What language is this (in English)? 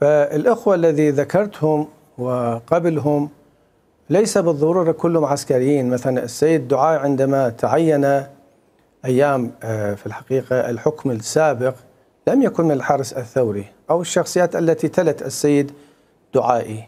Mesopotamian Arabic